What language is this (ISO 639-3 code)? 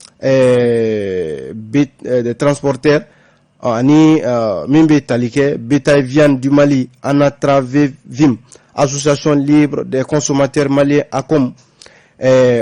bam